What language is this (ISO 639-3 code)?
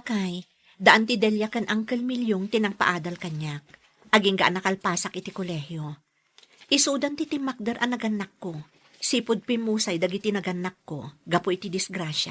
ilo